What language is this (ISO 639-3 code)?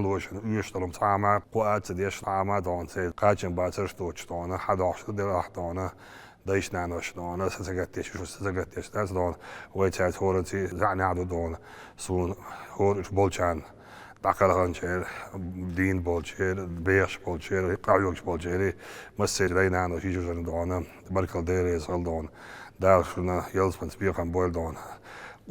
che